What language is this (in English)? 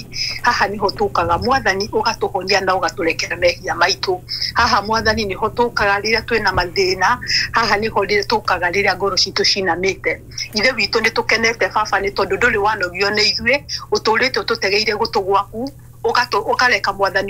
Kikuyu